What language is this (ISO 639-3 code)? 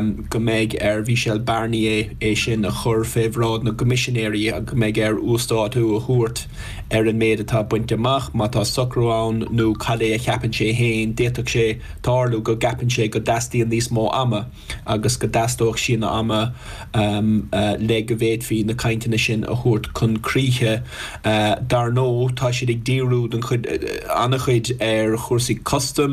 gle